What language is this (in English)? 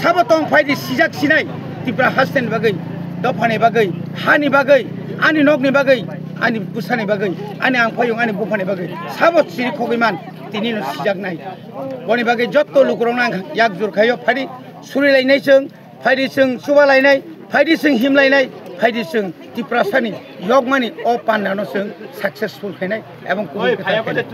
Kok Borok